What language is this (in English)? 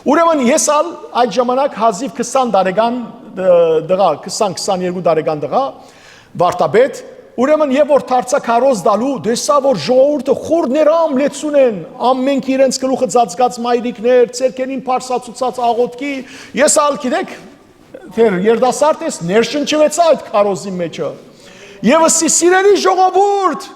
Western Armenian